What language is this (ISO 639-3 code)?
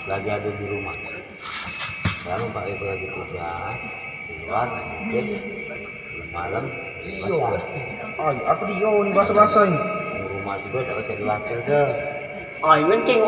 mui